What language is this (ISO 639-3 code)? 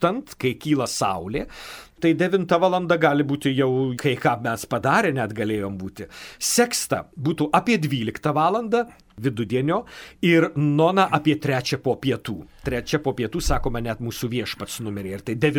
lit